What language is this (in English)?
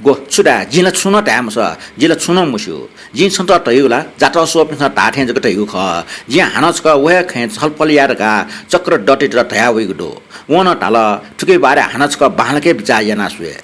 Newari